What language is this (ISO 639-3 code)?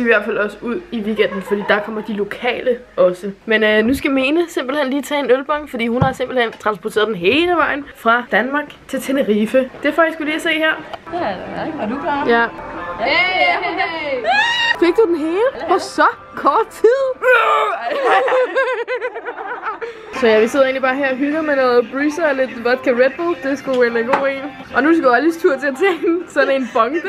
dan